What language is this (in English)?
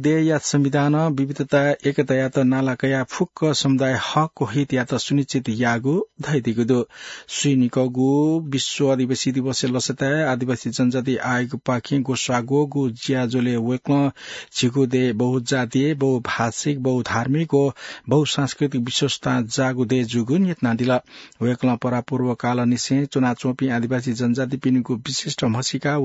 Newari